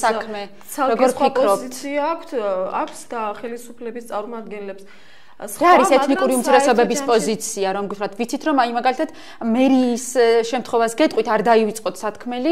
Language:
Georgian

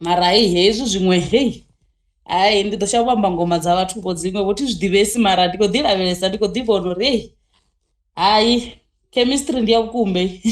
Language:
Venda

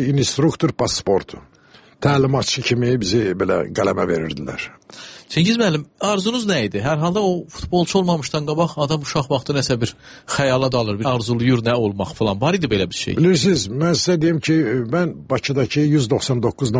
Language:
Azerbaijani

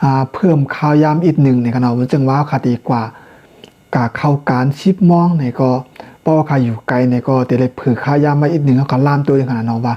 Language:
Shan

